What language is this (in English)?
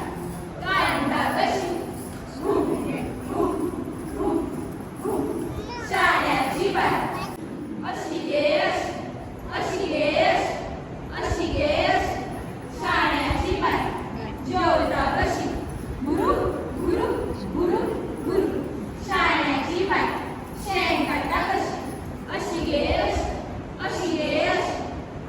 Konkani